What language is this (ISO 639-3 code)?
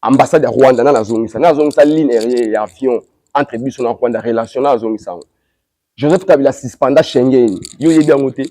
lin